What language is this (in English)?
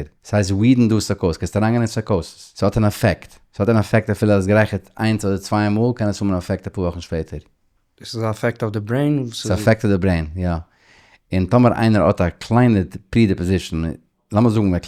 Yiddish